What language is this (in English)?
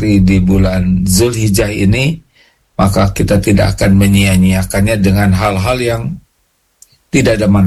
Indonesian